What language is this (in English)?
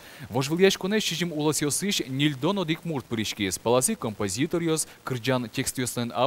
Udmurt